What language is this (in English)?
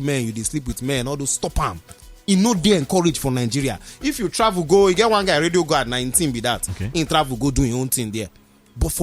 Nigerian Pidgin